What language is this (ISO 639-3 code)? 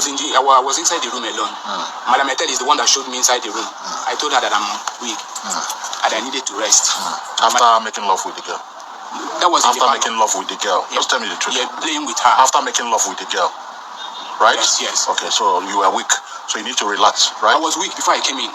pcm